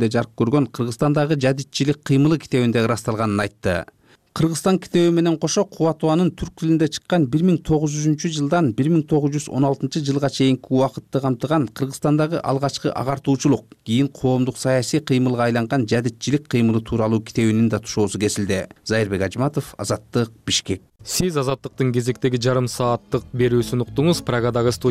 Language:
Kyrgyz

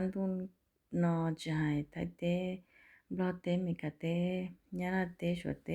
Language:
Hmong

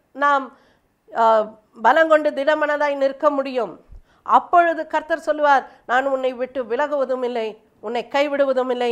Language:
Tamil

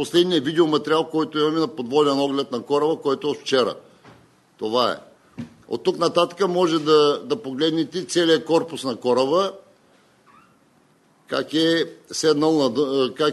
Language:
Bulgarian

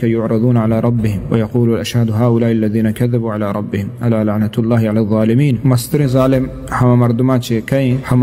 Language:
Eastern Balochi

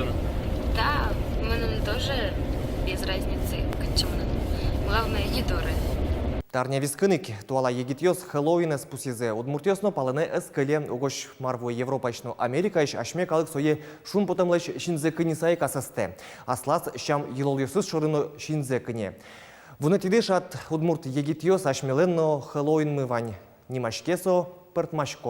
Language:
Udmurt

